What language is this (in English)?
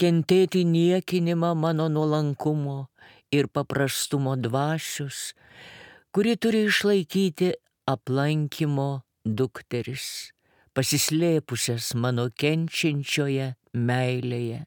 Lithuanian